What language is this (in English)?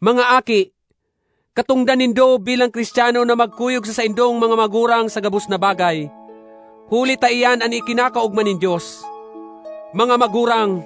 Bikol